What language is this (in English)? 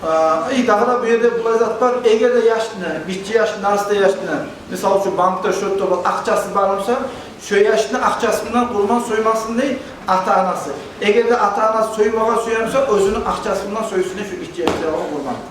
Kumyk